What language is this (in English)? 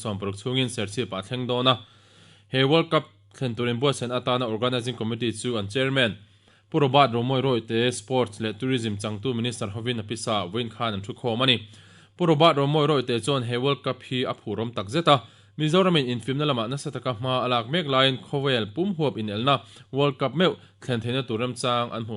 Mizo